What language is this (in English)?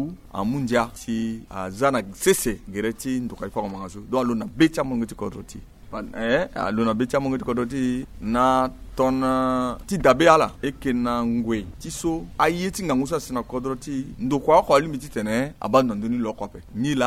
Sango